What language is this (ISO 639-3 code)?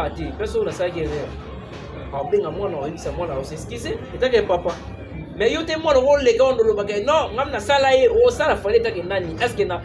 lin